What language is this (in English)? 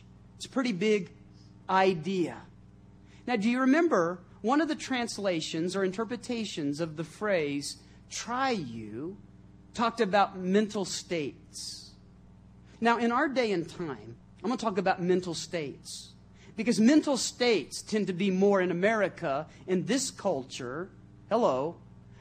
English